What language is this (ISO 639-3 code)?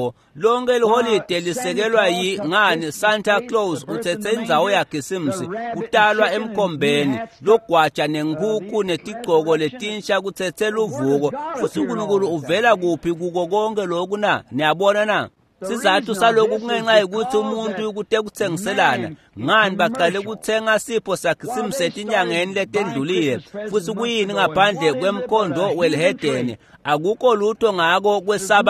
ssw